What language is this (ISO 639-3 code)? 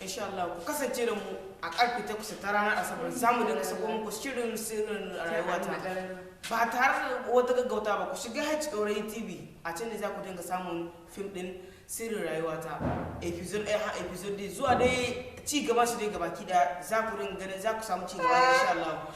hau